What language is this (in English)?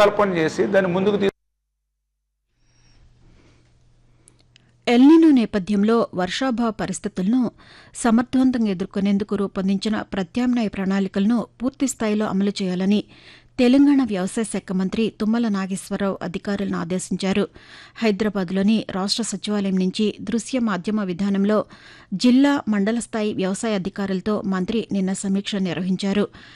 Telugu